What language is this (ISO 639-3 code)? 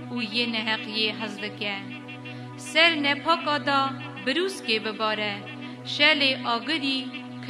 kur